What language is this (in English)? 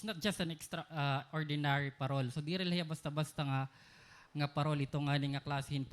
Waray